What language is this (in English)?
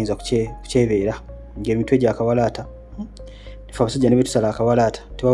Ganda